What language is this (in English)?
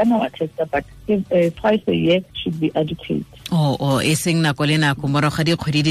Tswana